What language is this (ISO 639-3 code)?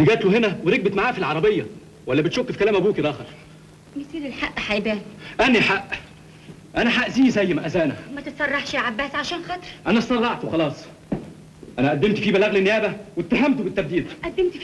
arz